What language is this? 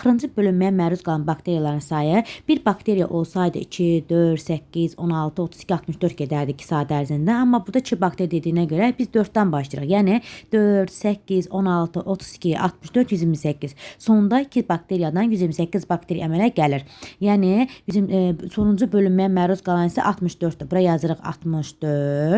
Azerbaijani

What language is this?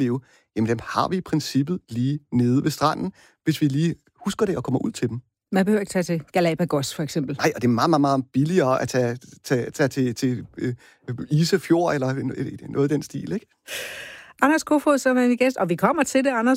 Danish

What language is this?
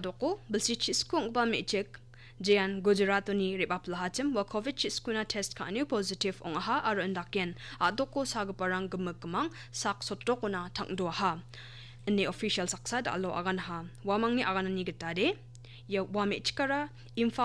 Garo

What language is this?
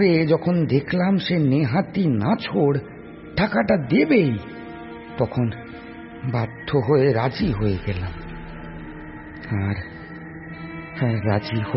Bangla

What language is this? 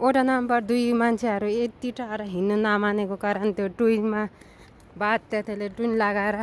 Nepali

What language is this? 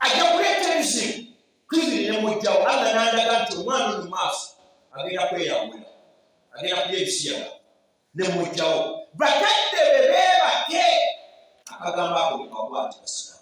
Ganda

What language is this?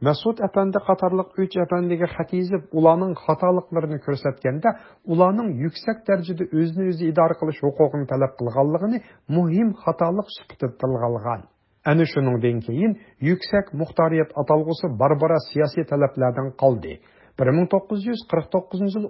Uyghur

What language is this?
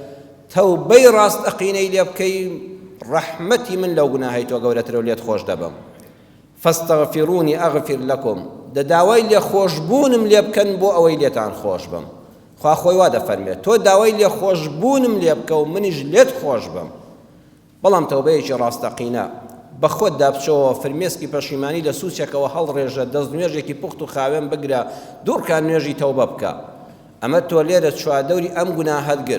Central Kurdish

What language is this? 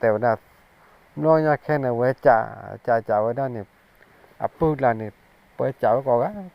S'gaw Karen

